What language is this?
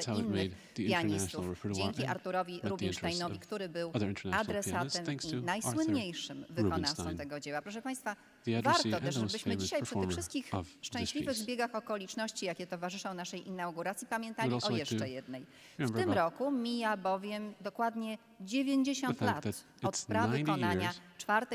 Polish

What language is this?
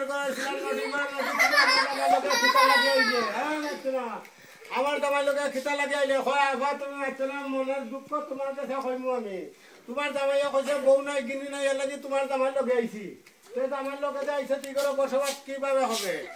Sylheti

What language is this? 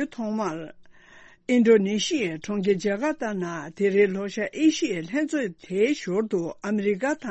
Tibetan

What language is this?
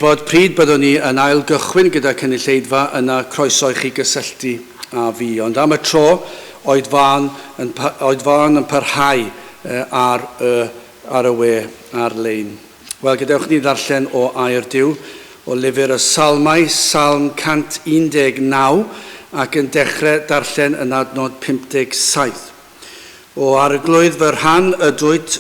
Welsh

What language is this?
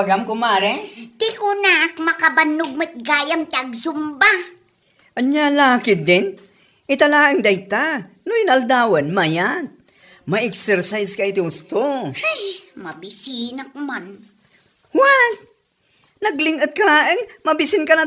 Iloko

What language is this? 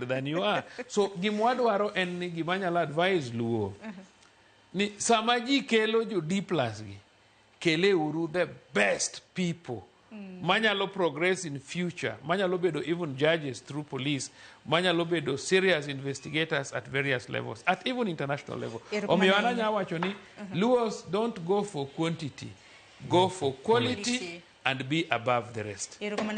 Luo (Kenya and Tanzania)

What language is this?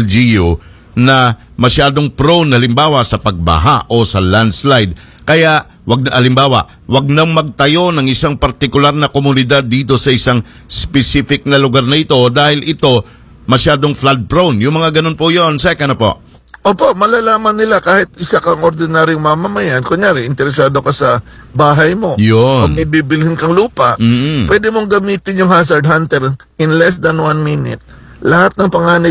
Filipino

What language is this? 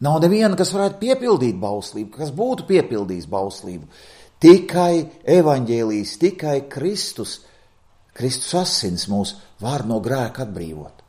Latvian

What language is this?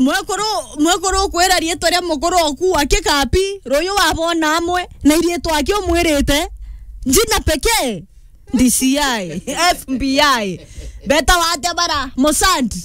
Meru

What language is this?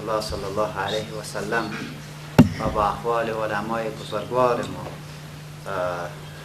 Persian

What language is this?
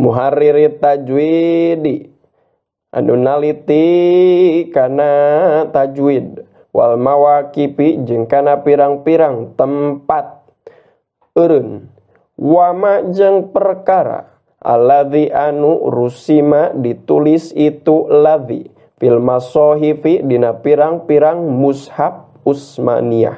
Sundanese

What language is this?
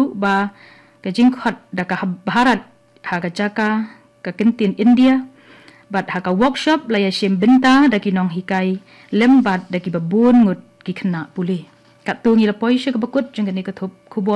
Khasi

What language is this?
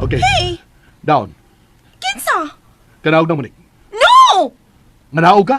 Cebuano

